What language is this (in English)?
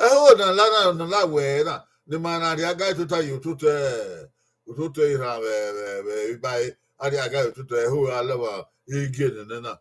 Bini